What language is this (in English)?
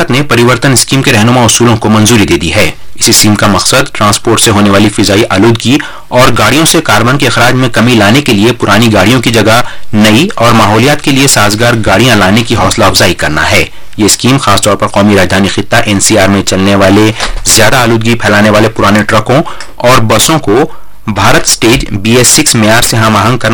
Urdu